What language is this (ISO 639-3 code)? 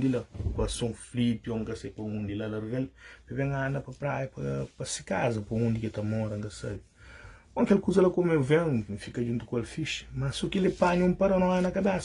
kea